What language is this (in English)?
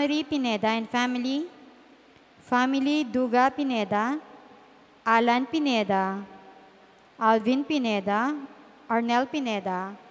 Pampanga